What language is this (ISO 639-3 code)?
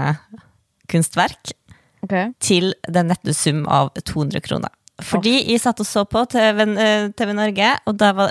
nor